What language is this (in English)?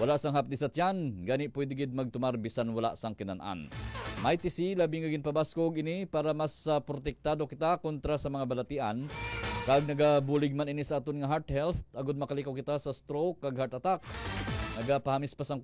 Hiligaynon